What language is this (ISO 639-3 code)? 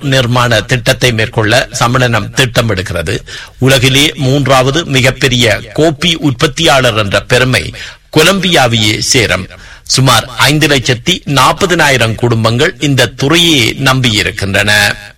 tam